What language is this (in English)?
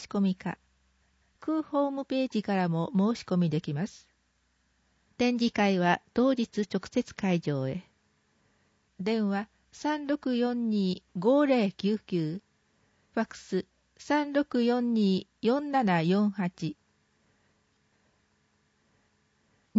Japanese